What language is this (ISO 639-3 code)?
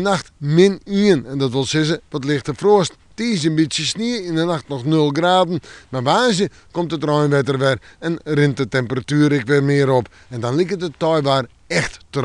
fry